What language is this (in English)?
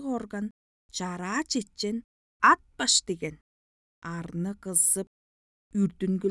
Tuvinian